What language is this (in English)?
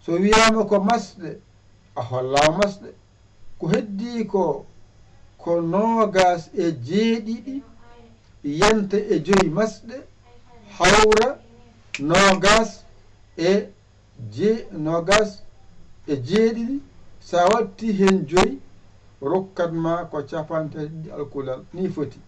Fula